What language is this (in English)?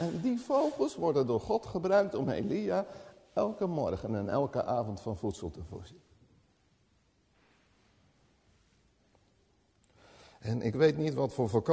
Dutch